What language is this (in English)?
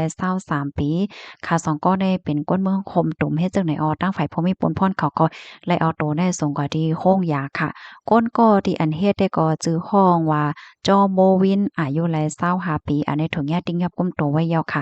Shan